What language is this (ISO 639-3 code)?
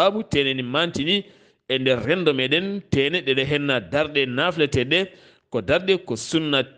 ful